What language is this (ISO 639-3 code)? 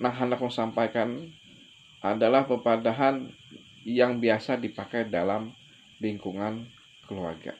bjn